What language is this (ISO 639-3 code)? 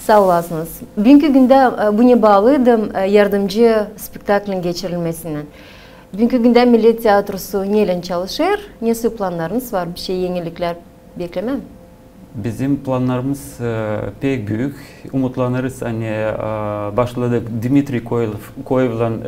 gag